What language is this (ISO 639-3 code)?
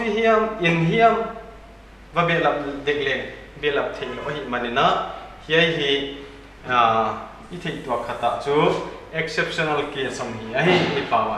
pck